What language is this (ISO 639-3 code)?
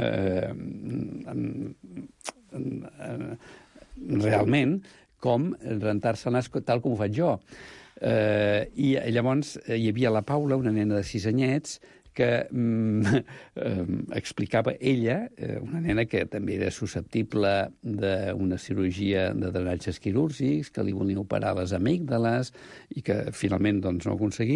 cat